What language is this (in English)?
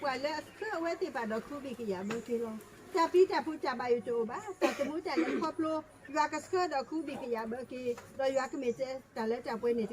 S'gaw Karen